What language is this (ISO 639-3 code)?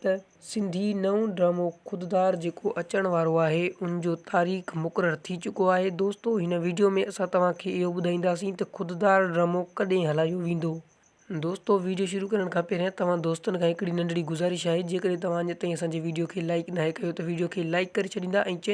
snd